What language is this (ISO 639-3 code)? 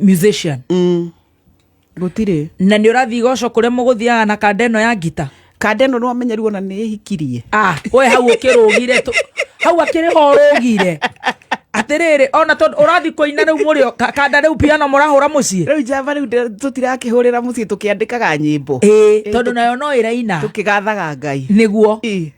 kik